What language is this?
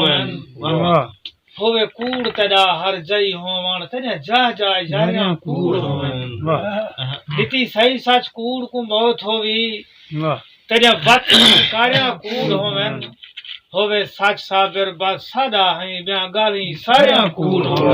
Saraiki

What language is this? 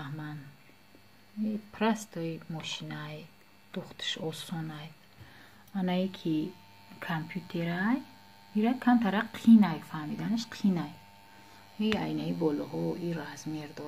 Tajik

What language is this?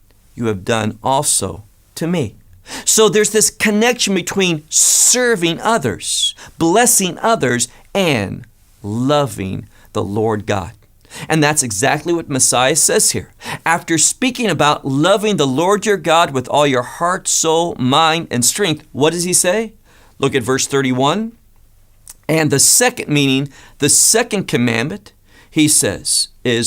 English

